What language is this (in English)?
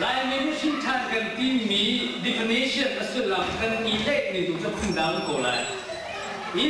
Hakha Chin